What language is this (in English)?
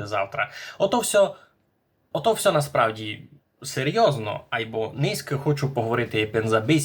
Rusyn